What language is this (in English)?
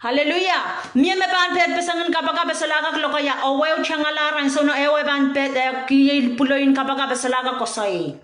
Pohnpeian